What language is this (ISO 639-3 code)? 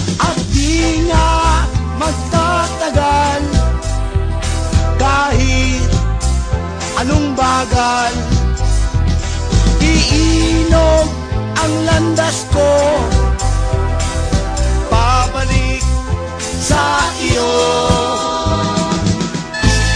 fil